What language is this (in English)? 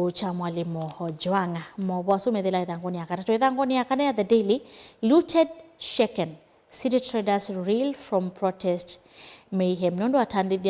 Kamba